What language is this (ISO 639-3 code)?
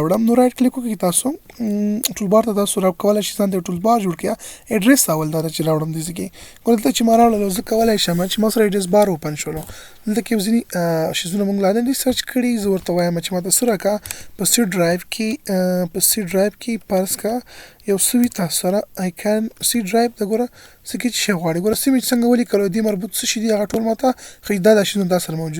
pus